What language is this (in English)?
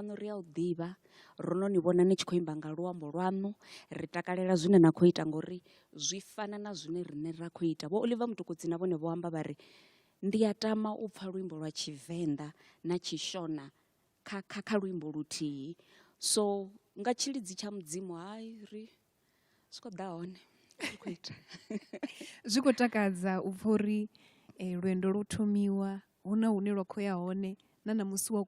Venda